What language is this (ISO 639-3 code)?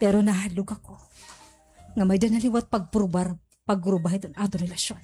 war